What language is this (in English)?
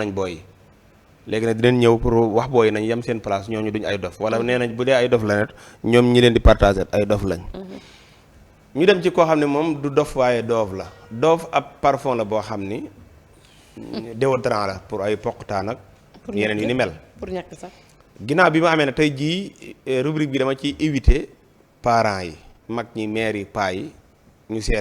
Wolof